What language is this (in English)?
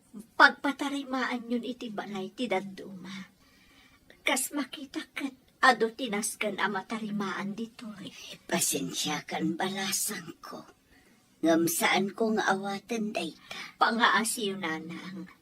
Iloko